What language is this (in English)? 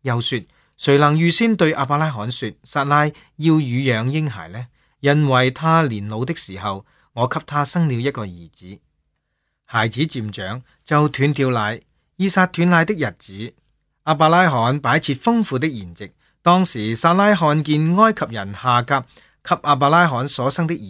Cantonese